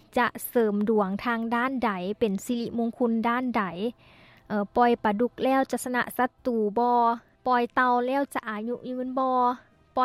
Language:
Lao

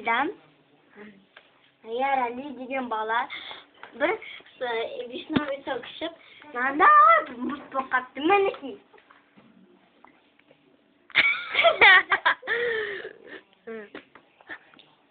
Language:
Kazakh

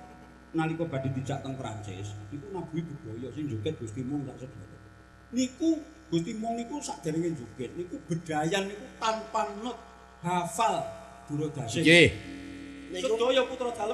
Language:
Javanese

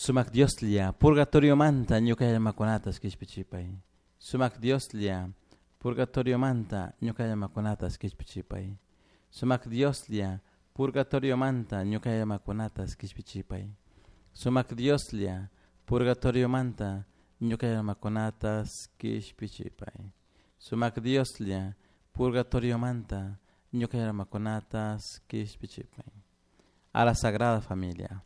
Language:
Chimborazo Highland Quichua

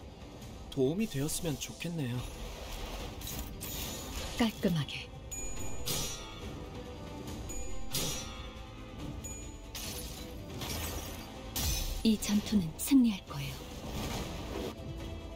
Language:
Korean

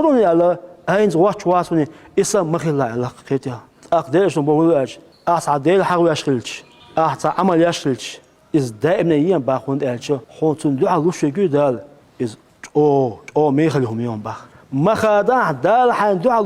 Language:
Chechen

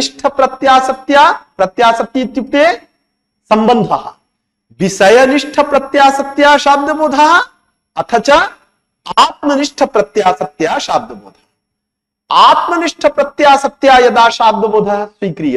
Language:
Sanskrit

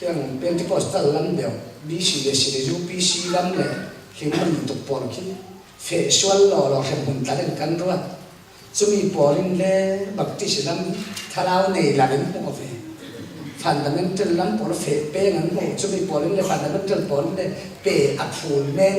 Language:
Falam Chin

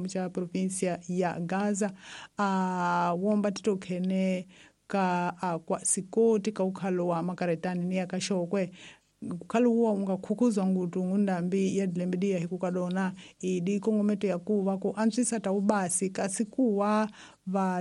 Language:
Tsonga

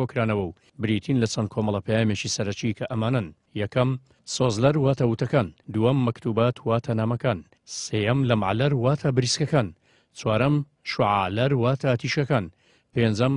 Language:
Central Kurdish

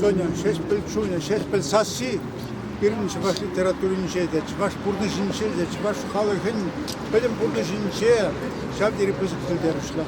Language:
Chuvash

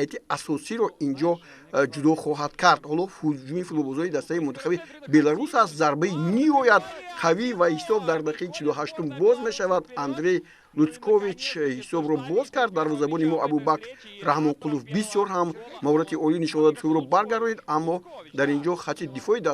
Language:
Tajik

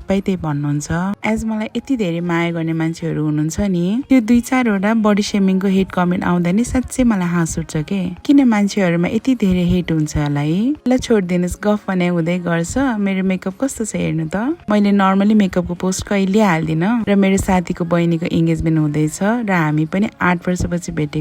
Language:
Nepali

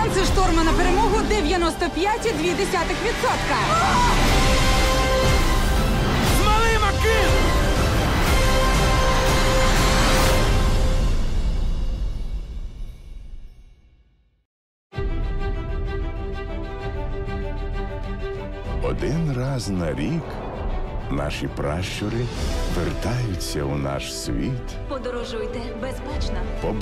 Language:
Ukrainian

